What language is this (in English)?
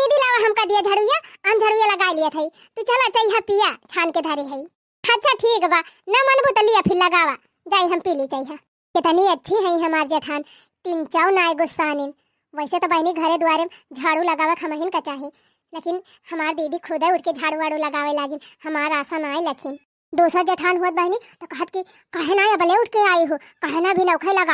Awadhi